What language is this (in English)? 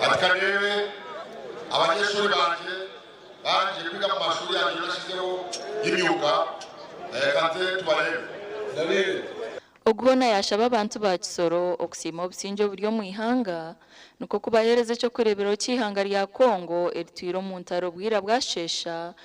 Nyankole